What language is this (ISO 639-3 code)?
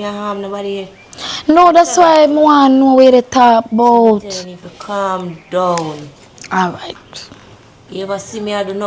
jam